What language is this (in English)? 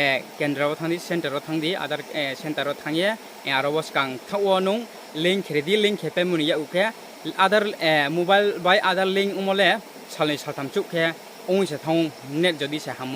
Riang (India)